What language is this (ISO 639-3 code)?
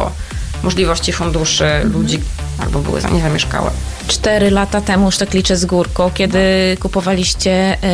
pol